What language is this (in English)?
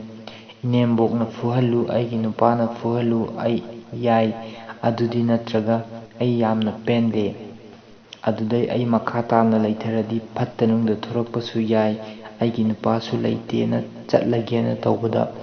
Manipuri